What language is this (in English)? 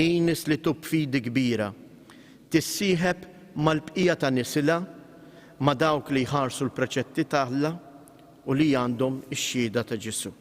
Maltese